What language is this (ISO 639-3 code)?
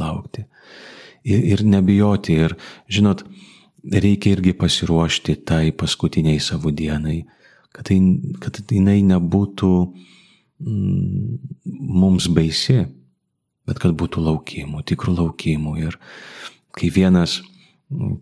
lit